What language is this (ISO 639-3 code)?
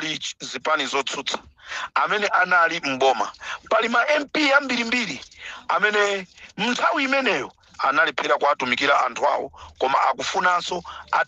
nya